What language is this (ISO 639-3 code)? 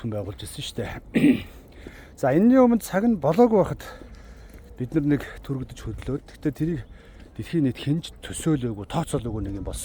mon